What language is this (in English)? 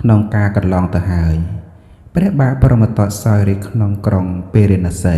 Khmer